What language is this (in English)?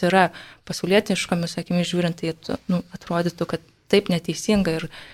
Lithuanian